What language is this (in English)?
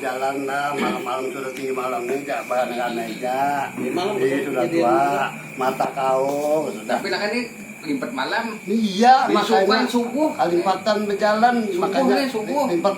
Banjar